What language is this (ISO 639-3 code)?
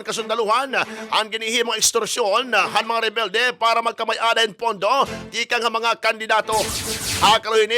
war